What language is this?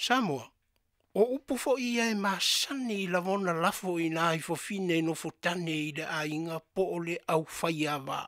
Samoan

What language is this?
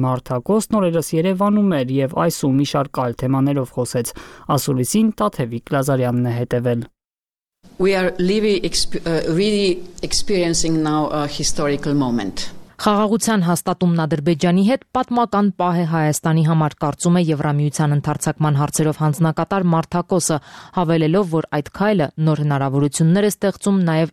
Armenian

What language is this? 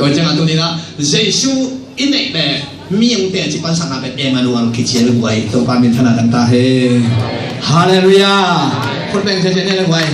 Tedim Chin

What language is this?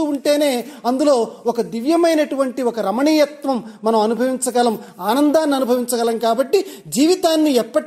Telugu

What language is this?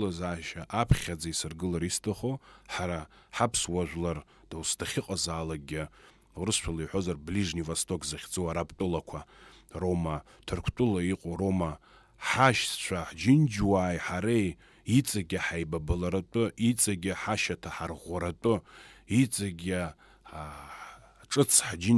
Abkhazian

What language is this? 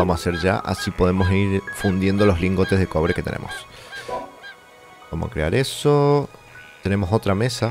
Spanish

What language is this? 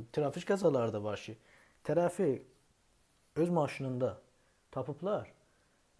South Azerbaijani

